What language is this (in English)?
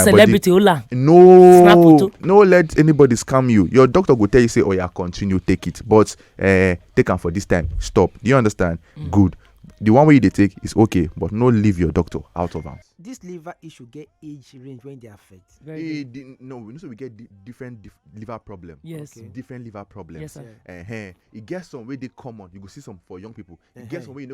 Nigerian Pidgin